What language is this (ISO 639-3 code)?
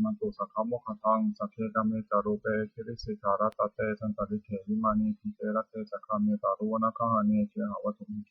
pli